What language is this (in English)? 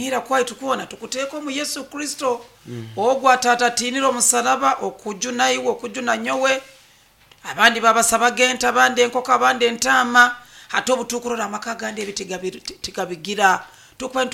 Nyoro